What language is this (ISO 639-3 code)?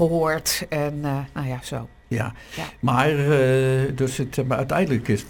nld